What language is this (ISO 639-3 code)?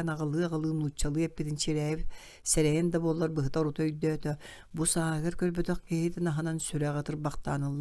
sah